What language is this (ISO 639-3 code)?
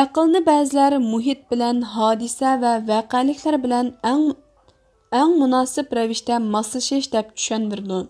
uig